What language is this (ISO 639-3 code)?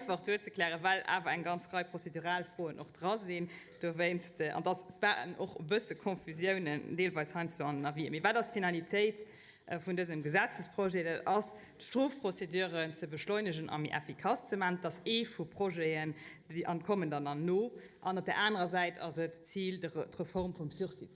ltz